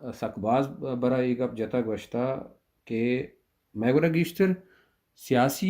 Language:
Baluchi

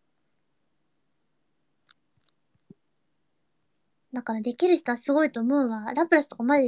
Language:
Japanese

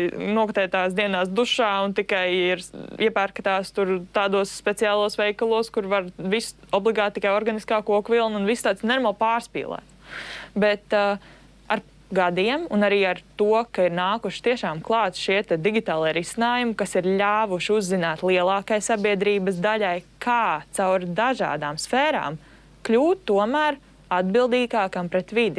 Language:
Latvian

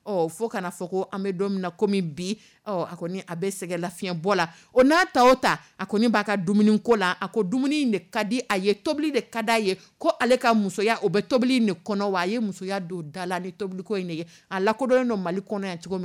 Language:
Dyula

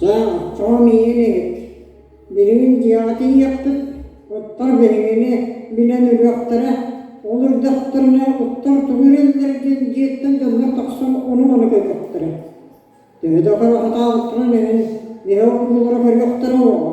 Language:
Yakut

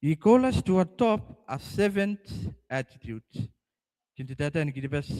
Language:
Gilbertese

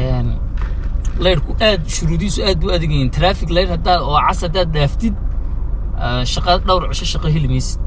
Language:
Somali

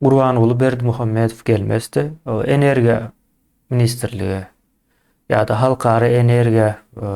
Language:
Turkmen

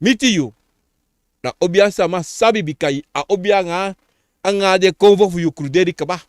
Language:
Sranan Tongo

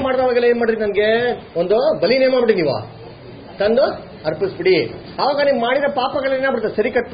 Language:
Kannada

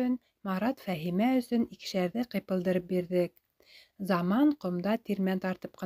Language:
Bashkir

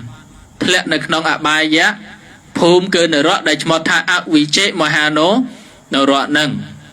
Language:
Khmer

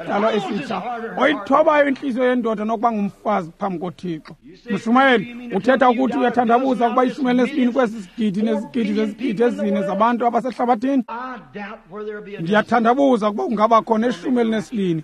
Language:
Xhosa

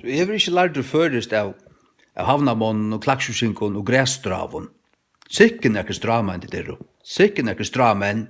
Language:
Faroese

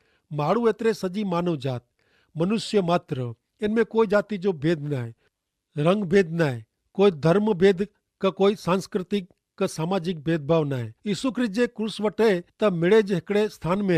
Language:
Kachhi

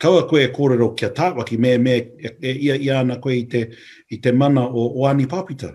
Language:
Māori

